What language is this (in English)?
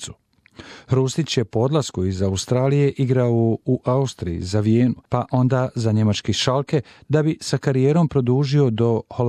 Bosnian